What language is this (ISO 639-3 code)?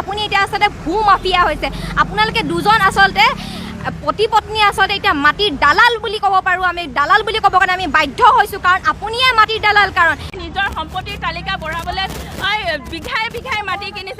asm